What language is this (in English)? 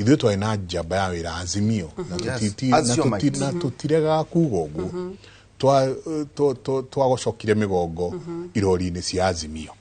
Kikuyu